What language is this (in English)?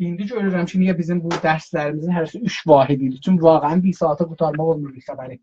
South Azerbaijani